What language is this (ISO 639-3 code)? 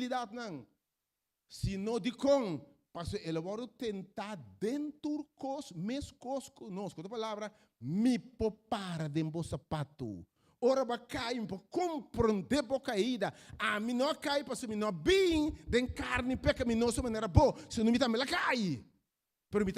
pap